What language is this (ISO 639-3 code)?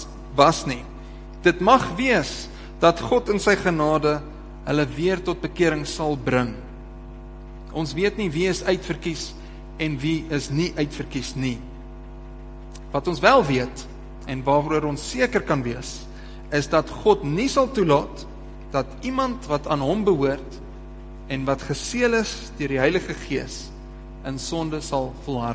afr